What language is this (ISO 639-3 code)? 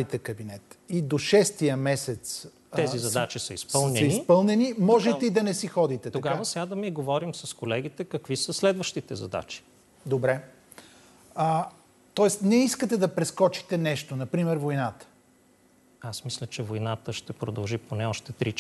bul